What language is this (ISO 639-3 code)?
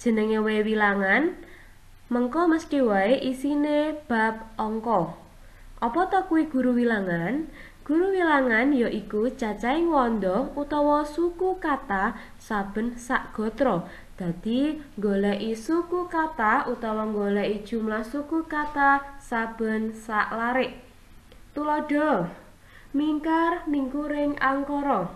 jav